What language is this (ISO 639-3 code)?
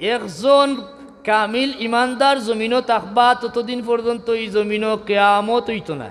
syl